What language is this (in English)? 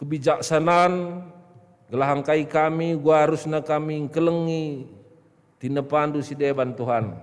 Batak Karo